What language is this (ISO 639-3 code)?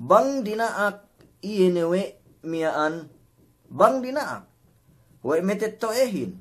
yka